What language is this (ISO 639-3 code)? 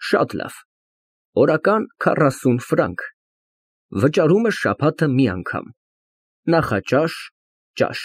hye